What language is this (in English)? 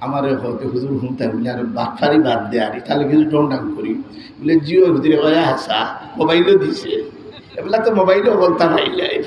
Sylheti